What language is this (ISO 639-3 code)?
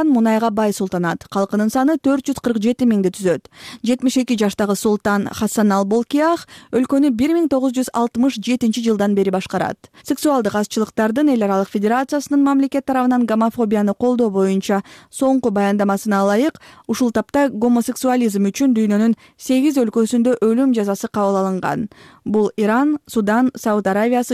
kir